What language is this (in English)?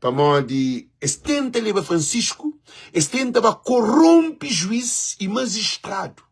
Kabuverdianu